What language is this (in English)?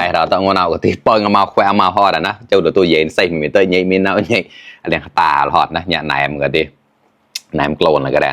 Mon